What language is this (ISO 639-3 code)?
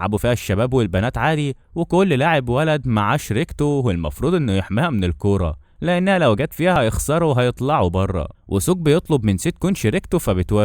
arz